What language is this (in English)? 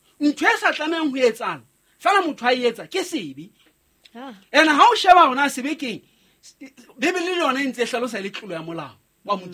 Southern Sotho